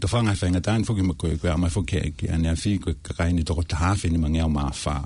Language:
Tongan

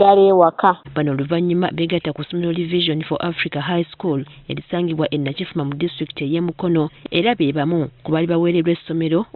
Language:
Ganda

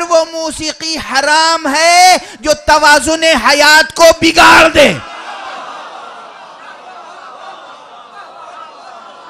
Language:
Urdu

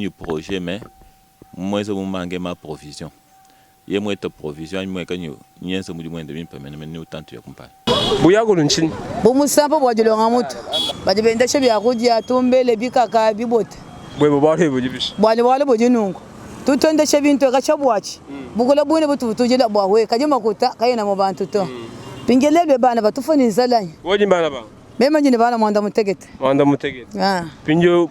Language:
Luba-Lulua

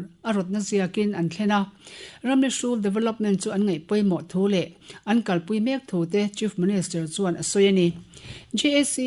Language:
Mizo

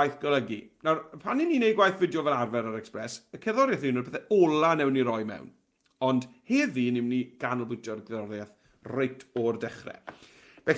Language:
Welsh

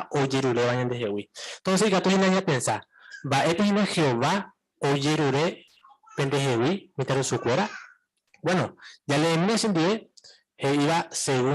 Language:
Guarani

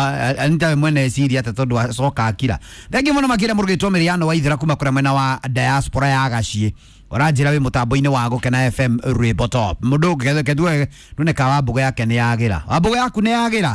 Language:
Kikuyu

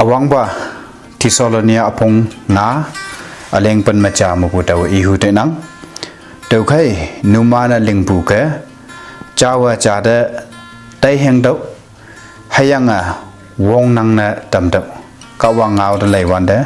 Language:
Konyak Naga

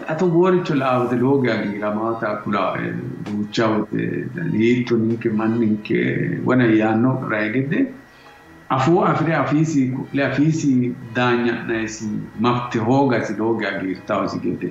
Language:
Sidamo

